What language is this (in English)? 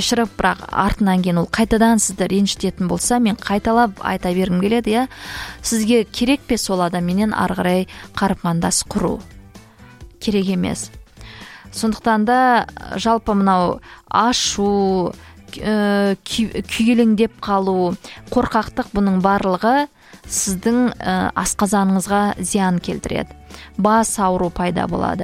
Kazakh